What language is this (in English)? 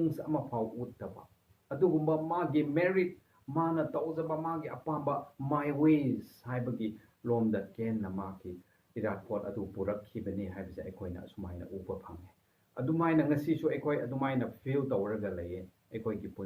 Manipuri